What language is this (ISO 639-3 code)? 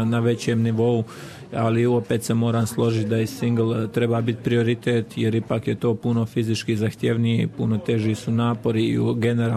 hrv